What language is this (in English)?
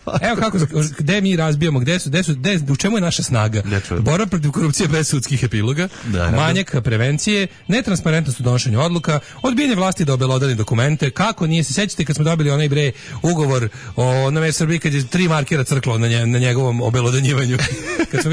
Serbian